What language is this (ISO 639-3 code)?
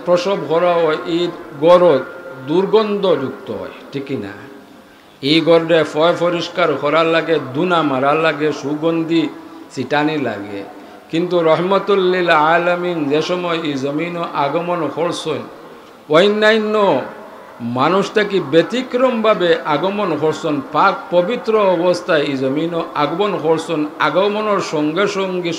syl